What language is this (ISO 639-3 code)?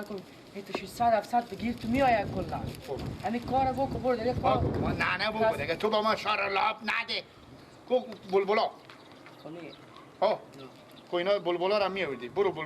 fas